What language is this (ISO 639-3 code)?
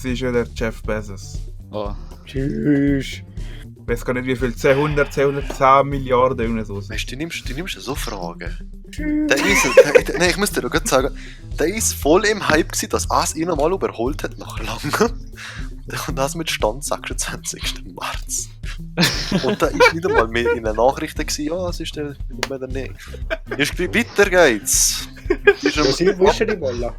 gsw